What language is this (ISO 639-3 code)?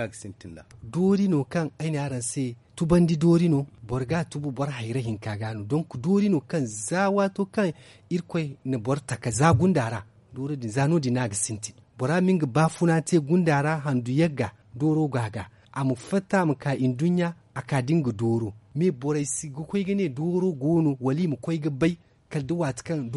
dje